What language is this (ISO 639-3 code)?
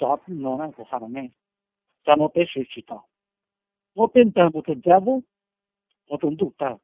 hmn